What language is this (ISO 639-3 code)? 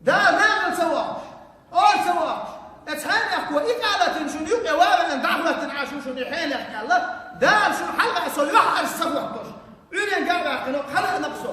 che